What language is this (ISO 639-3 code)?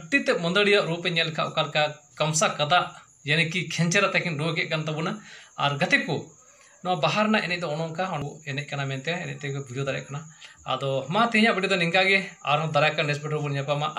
sat